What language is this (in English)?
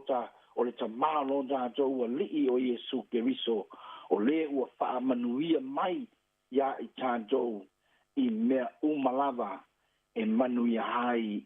Samoan